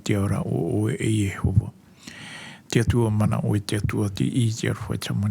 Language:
Tahitian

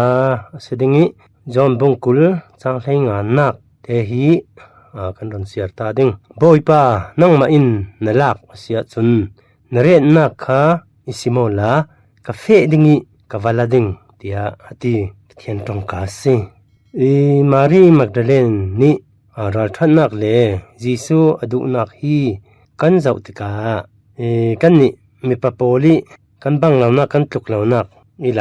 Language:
Falam Chin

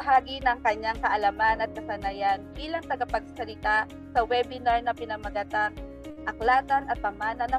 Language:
Filipino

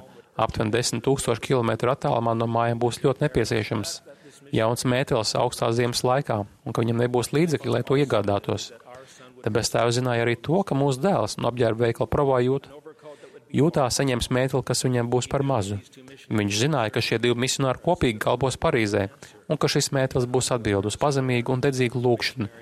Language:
Latvian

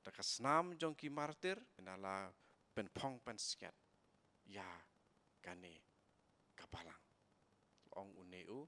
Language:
Khasi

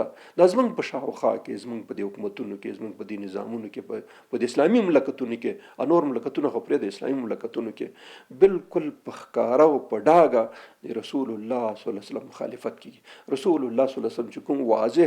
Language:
Pashto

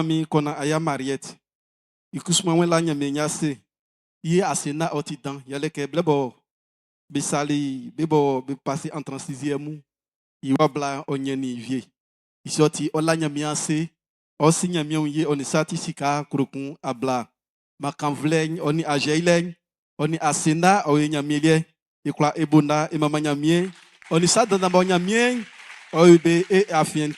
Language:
Baoulé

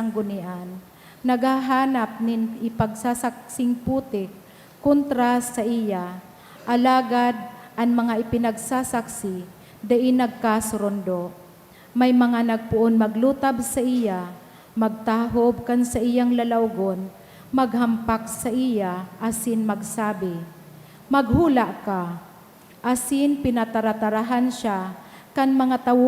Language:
Bikol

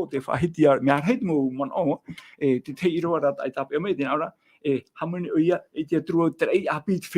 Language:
Tahitian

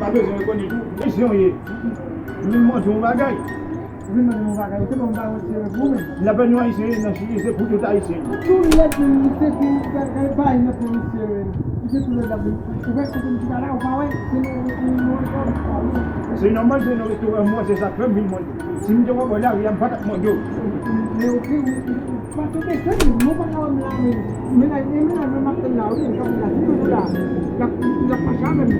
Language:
Haitian Creole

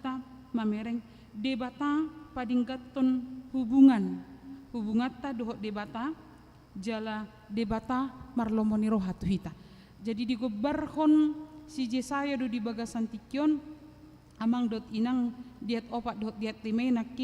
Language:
Batak Toba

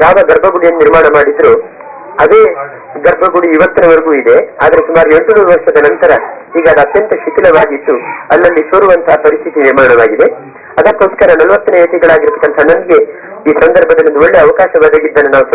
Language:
Kannada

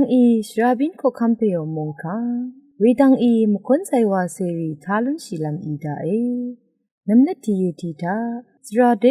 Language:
Rawang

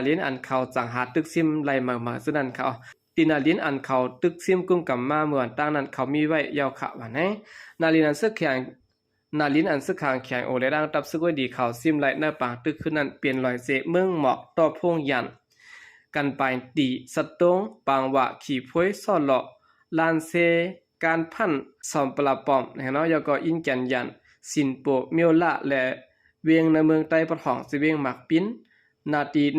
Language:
Shan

